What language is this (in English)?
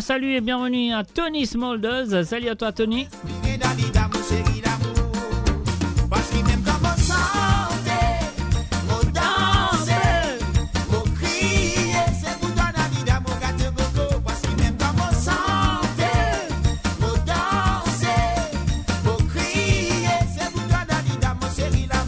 Morisyen